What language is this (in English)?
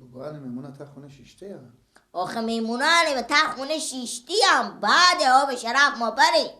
Persian